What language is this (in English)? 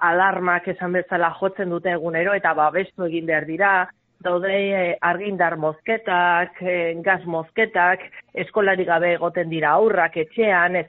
Basque